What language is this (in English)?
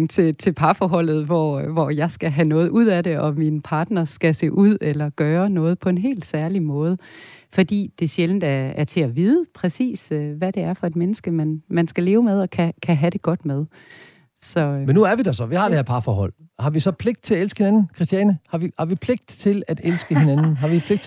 Danish